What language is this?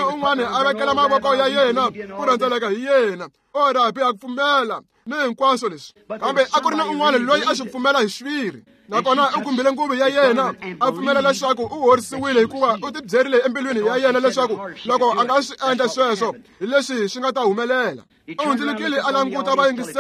Tsonga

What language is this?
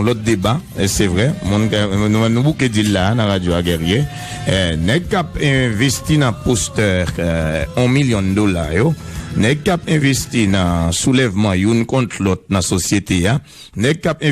Haitian Creole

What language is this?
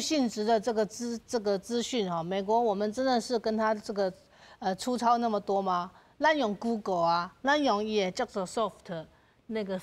Min Nan Chinese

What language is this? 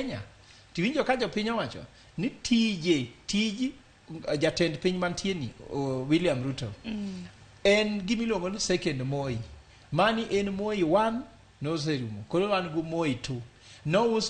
Luo (Kenya and Tanzania)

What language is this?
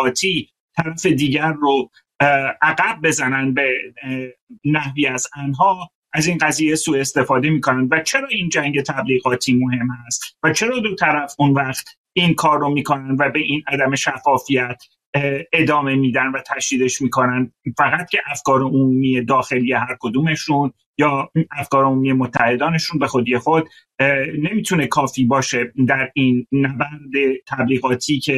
Persian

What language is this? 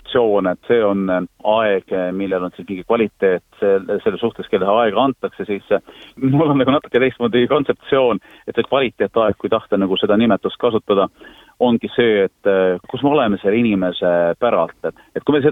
Estonian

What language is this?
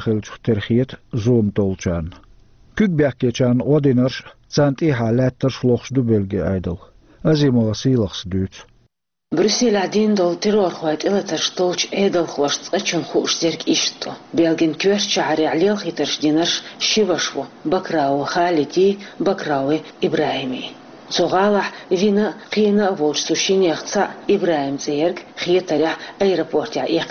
Chechen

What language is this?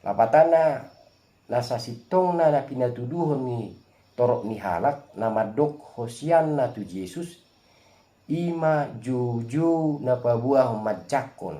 Batak Toba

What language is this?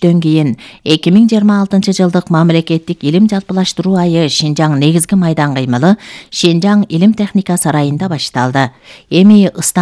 Kyrgyz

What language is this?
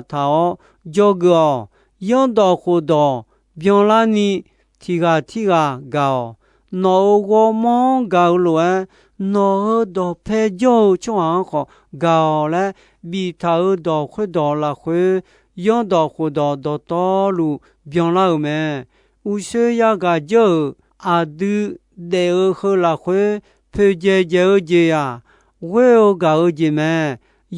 Akha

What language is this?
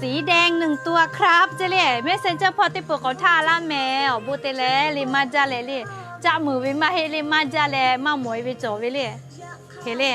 Lahu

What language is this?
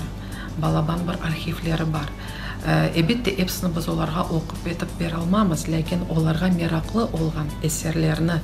Crimean Tatar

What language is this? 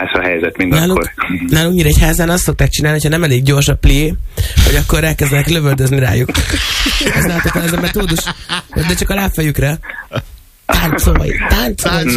Hungarian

